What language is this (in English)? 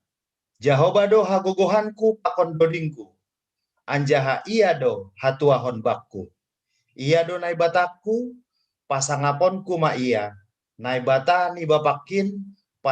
Batak Simalungun